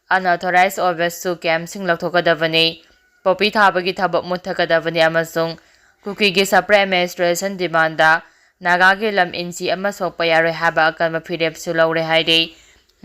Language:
Manipuri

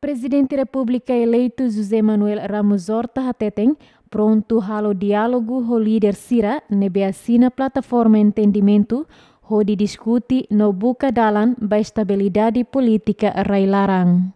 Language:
Tetum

